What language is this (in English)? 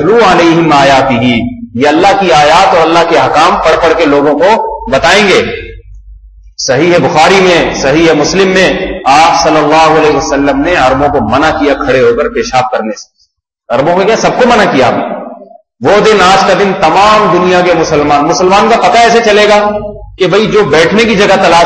Urdu